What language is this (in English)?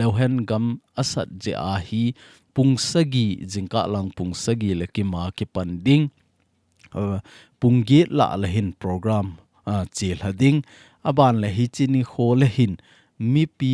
Thado Chin